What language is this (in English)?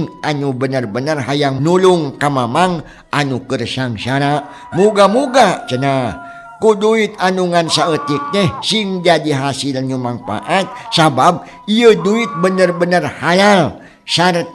Sundanese